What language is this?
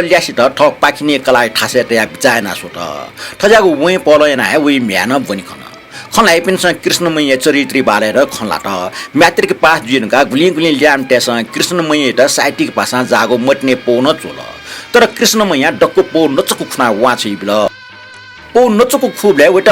Newari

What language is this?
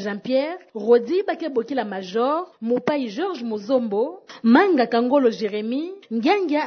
Kituba (Democratic Republic of Congo)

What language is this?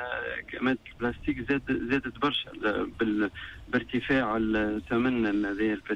Tunisian Arabic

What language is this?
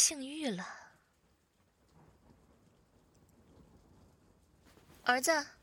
Chinese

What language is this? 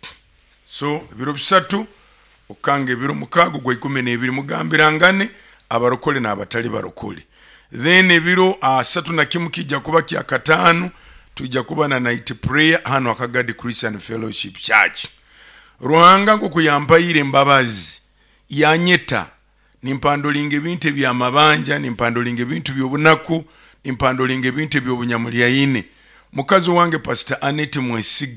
Nyoro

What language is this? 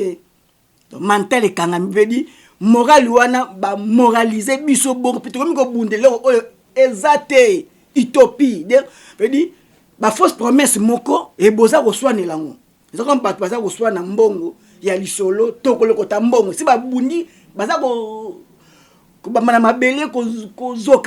Lingala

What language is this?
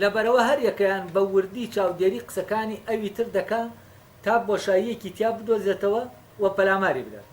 Central Kurdish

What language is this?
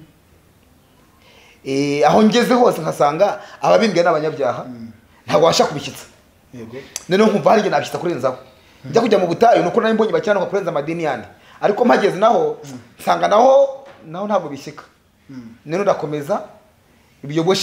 Kinyarwanda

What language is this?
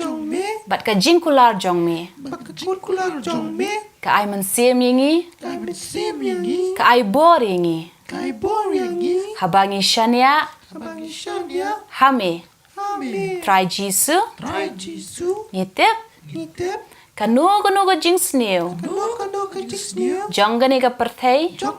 Khasi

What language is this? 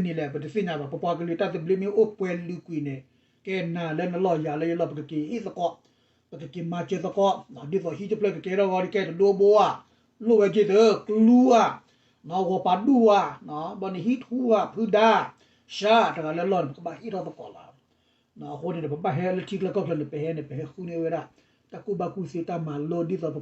S'gaw Karen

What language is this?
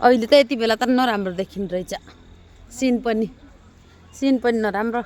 Nepali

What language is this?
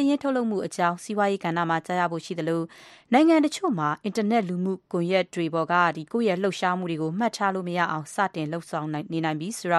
Burmese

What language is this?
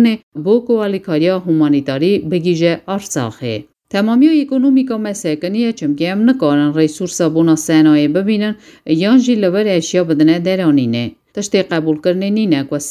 Kurdish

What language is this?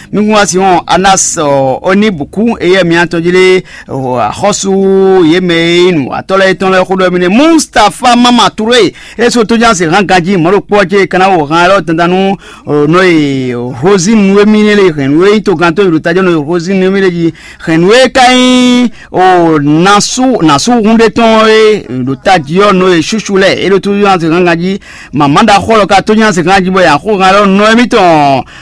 Fon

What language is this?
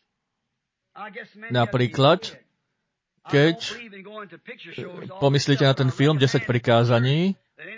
Slovak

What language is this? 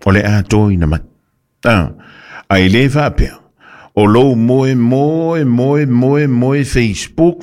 Samoan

